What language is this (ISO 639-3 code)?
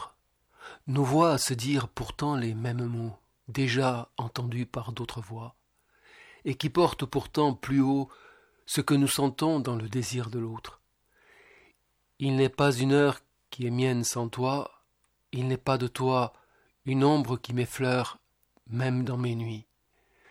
fra